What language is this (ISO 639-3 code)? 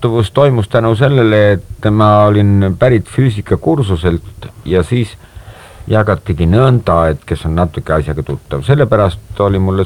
est